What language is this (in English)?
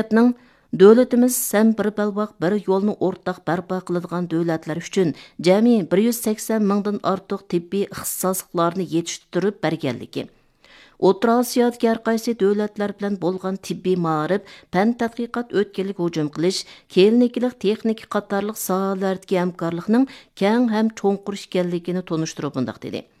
Uyghur